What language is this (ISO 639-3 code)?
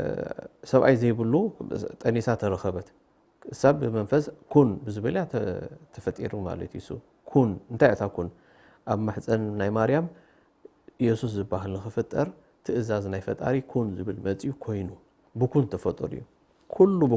tir